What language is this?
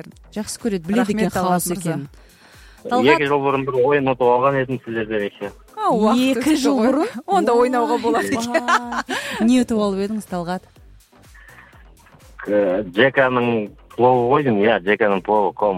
Kazakh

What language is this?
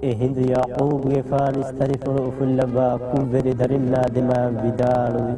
Divehi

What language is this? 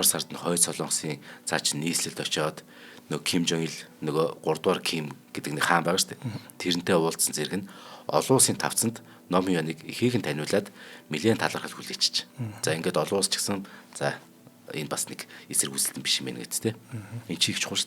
Mongolian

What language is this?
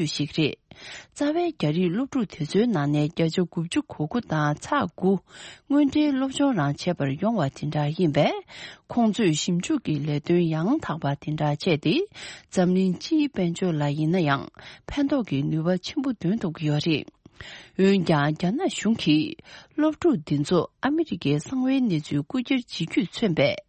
Tibetan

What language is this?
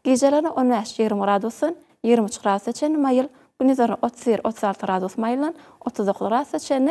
Turkmen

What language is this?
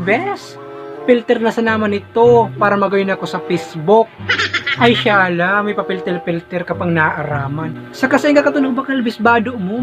Bikol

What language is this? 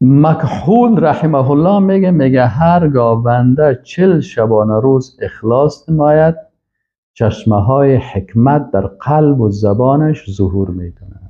Persian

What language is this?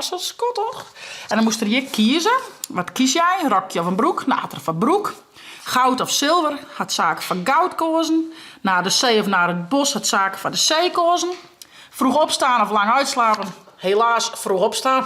Western Frisian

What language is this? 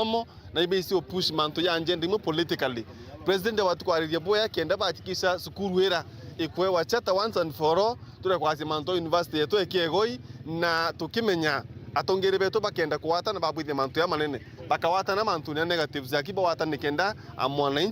Meru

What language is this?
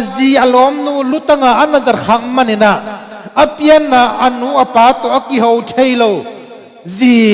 Tedim Chin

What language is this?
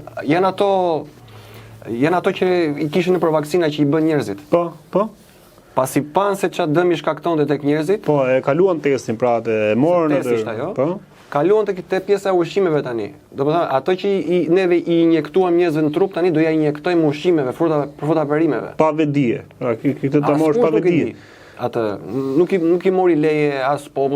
Albanian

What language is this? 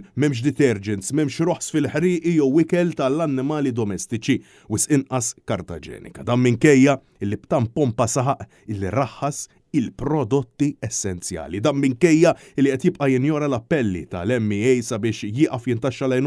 Maltese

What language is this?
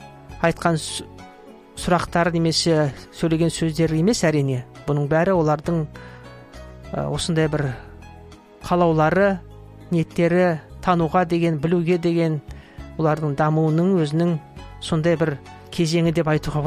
Kazakh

